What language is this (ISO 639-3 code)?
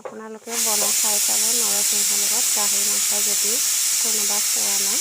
asm